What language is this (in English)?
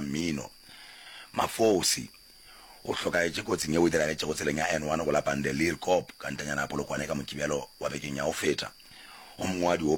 Northern Sotho